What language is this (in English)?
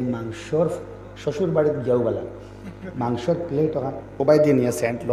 Sylheti